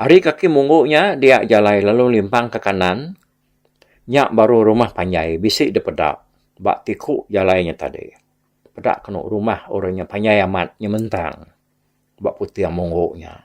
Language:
Iban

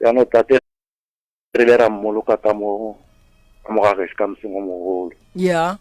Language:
Northern Sotho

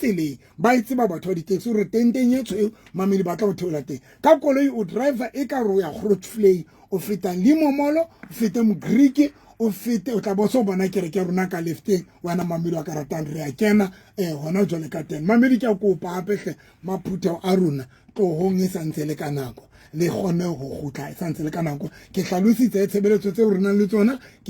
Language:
Southern Sotho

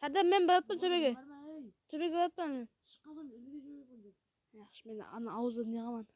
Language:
Kara-Kalpak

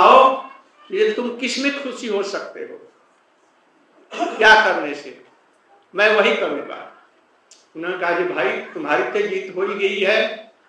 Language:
Hindi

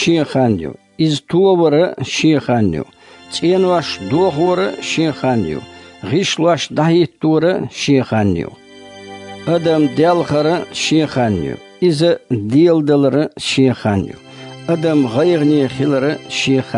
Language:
Chechen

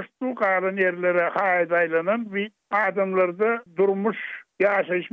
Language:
Turkmen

